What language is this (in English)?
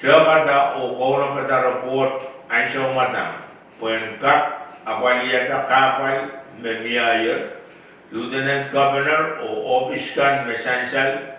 Pohnpeian